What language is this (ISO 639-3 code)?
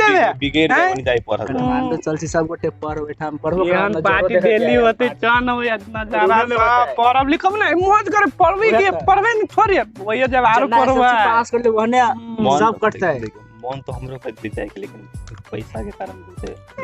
mai